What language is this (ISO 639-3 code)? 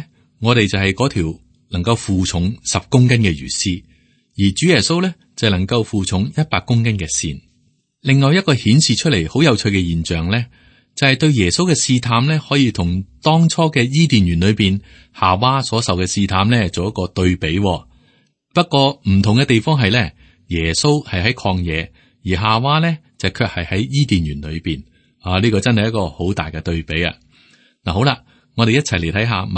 yue